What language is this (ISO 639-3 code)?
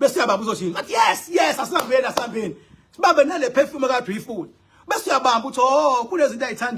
zul